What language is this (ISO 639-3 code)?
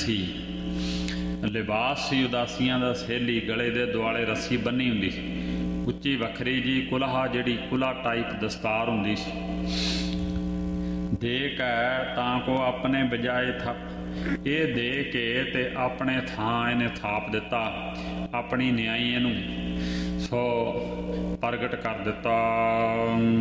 pan